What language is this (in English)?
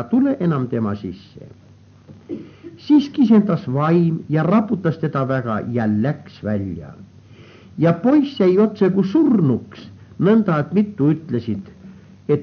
Estonian